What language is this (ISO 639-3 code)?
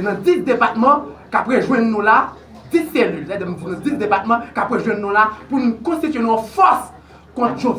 hat